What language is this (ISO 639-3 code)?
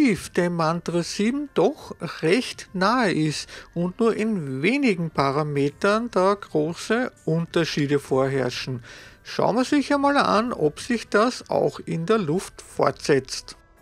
deu